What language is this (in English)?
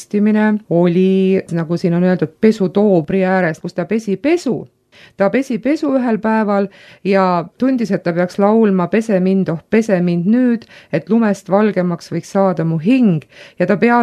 Estonian